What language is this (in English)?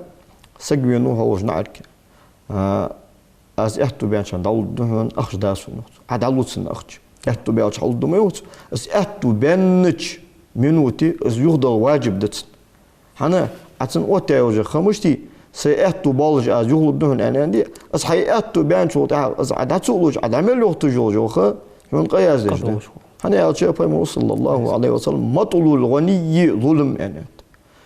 Ingush